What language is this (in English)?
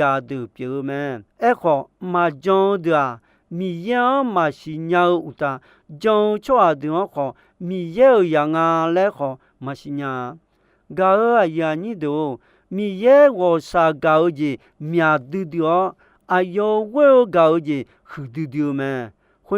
Akha